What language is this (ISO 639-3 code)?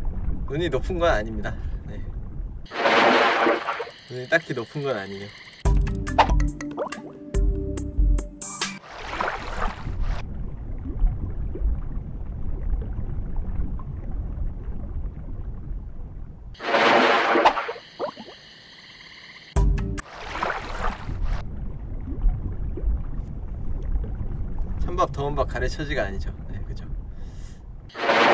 kor